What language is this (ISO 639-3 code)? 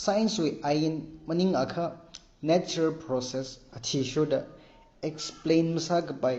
nmf